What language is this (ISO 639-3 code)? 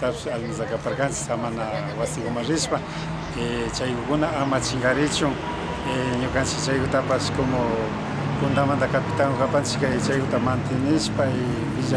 qvi